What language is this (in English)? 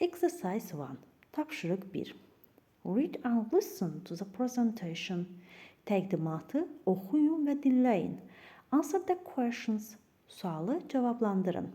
Azerbaijani